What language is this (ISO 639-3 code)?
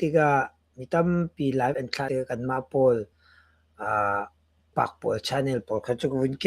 cnh